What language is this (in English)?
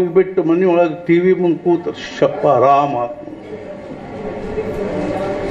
Kannada